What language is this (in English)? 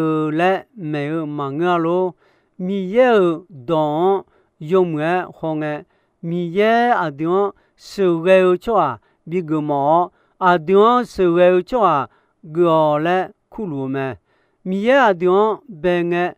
Akha